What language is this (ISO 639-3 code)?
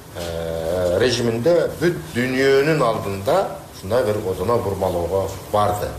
kir